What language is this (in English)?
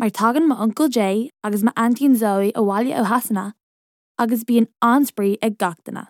Irish